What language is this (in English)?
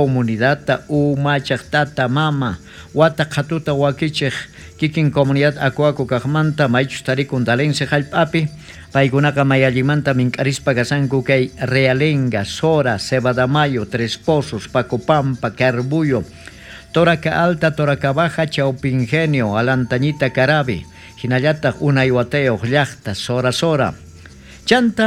South Bolivian Quechua